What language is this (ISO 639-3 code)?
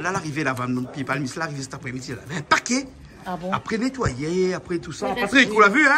rcf